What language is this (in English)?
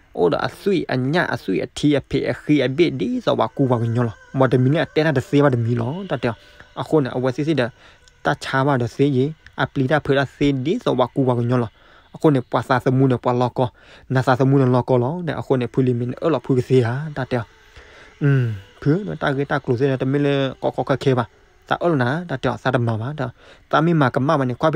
S'gaw Karen